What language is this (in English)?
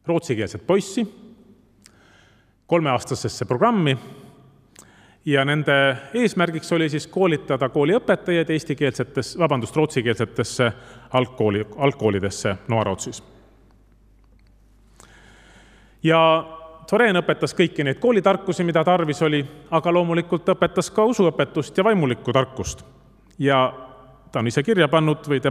Estonian